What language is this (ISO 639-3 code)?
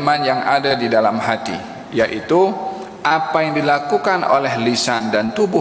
msa